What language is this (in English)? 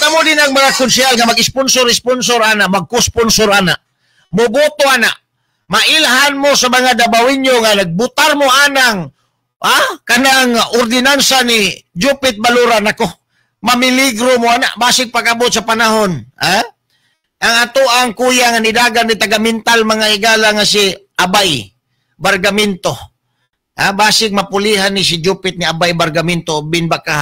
Cebuano